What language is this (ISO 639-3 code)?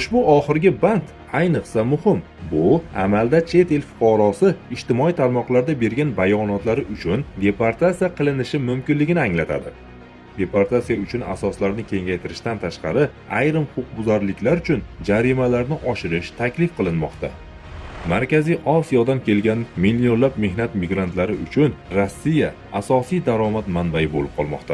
uzb